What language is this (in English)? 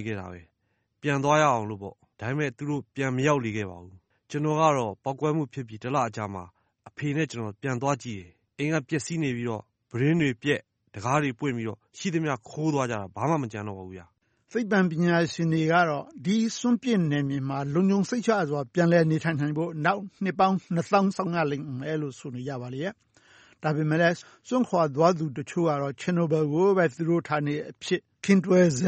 Burmese